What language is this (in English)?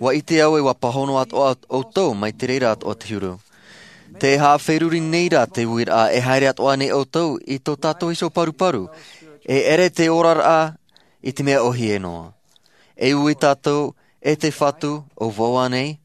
Tahitian